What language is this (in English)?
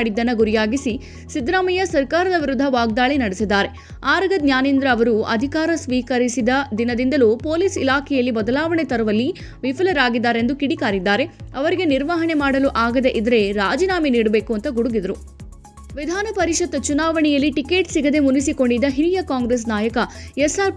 Kannada